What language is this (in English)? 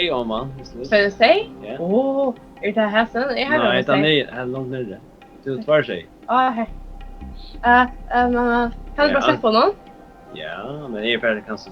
Faroese